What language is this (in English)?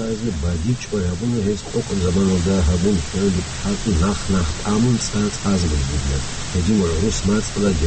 Avaric